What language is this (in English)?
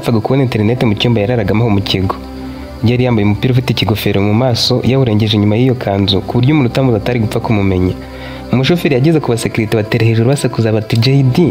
Kinyarwanda